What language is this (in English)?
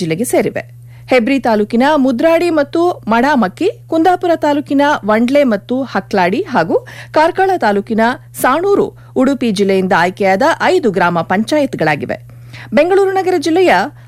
Kannada